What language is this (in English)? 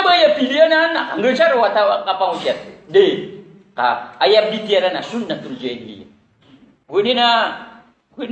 Maranao